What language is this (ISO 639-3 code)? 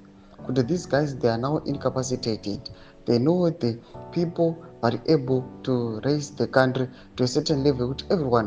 sna